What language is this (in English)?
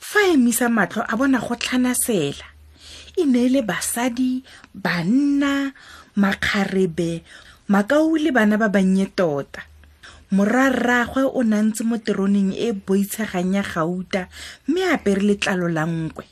Tswana